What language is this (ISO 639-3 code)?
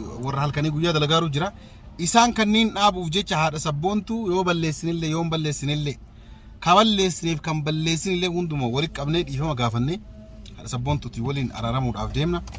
orm